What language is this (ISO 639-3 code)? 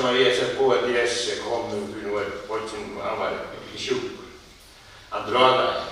fao